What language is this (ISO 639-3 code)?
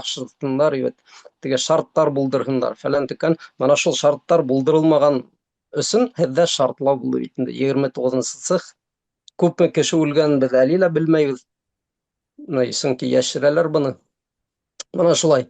bak